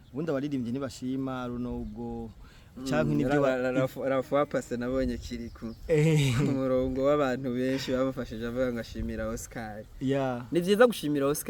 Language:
Rundi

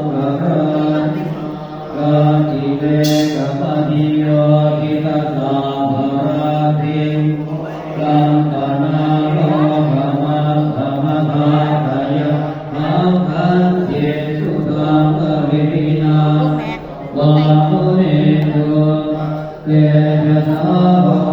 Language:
Pali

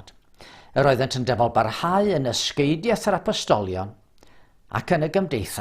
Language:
Welsh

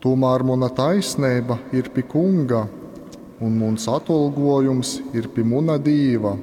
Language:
Latgalian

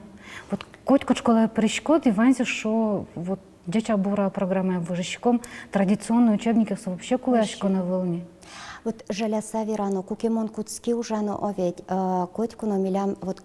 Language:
Udmurt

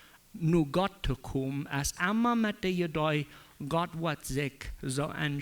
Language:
Plautdietsch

